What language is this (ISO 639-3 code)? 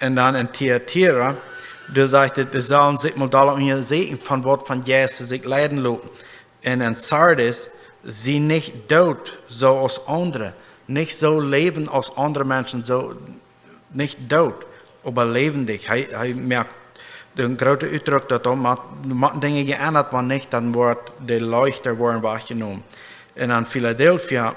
pdt